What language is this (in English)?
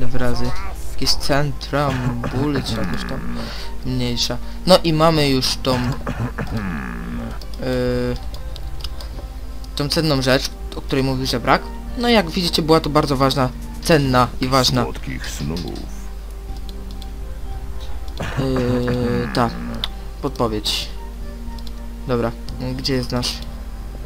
Polish